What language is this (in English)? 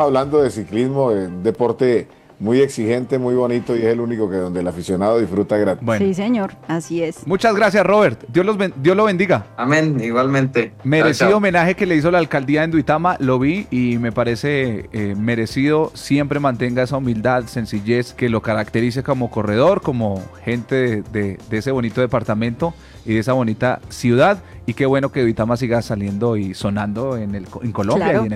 Spanish